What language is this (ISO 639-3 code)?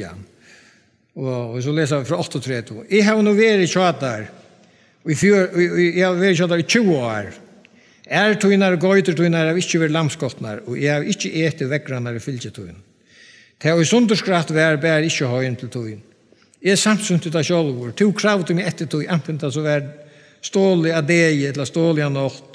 fao